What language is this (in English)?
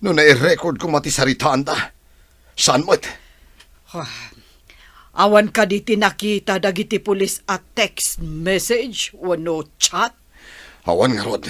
Iloko